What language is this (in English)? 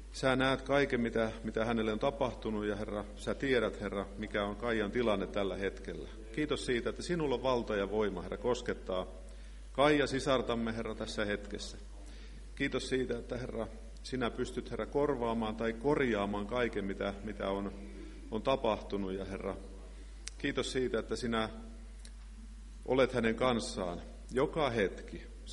Finnish